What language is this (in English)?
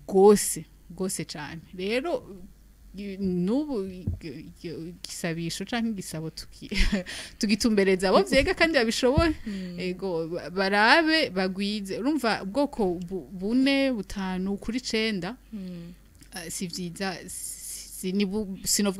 Rundi